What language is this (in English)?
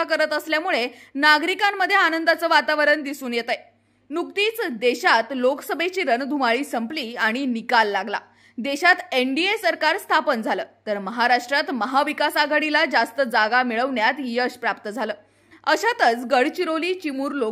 Marathi